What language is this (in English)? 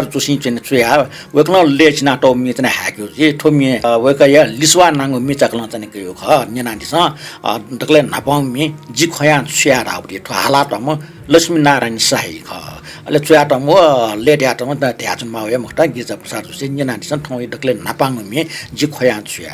Newari